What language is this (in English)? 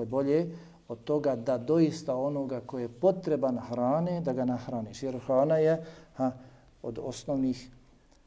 Bosnian